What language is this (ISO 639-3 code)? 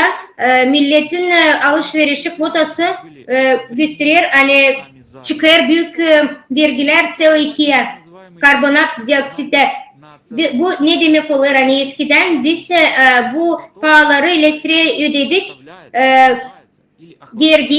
gag